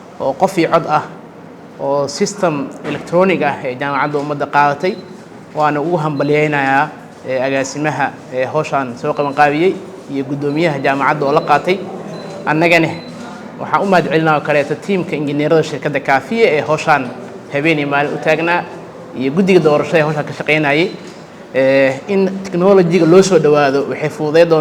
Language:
Somali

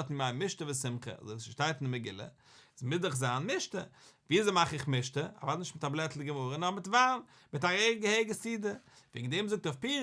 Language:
Yiddish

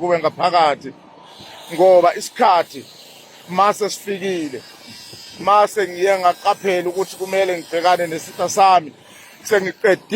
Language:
Zulu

